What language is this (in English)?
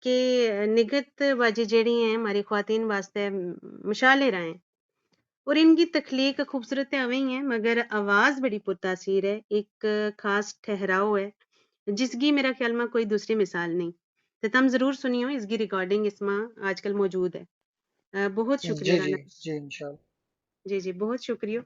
Gujari